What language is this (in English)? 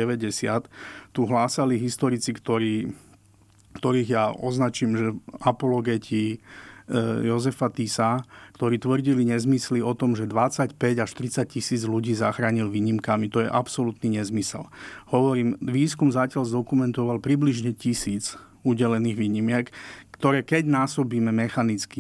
Slovak